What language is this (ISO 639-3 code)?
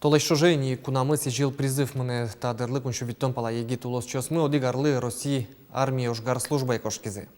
udm